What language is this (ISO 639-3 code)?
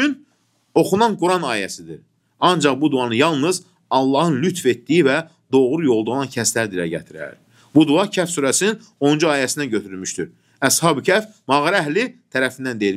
aze